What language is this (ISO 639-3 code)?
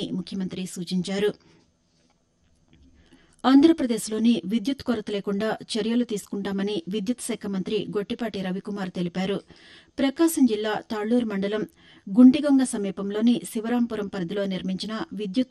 tel